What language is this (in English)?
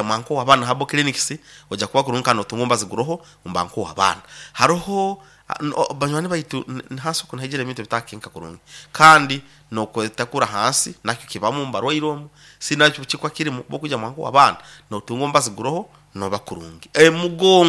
Nyankole